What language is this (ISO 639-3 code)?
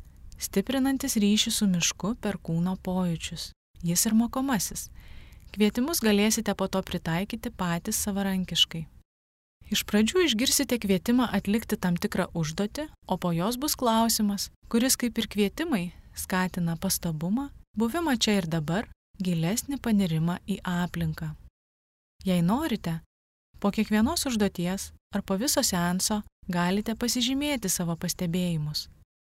lit